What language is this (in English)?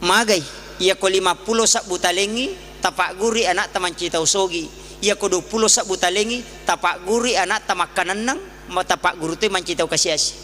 Buginese